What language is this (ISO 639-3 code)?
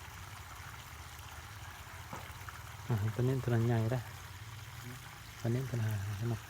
lao